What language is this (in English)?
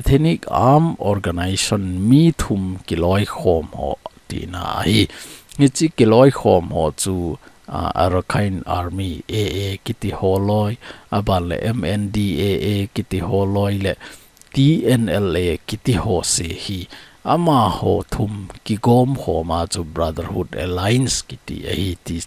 Thado Chin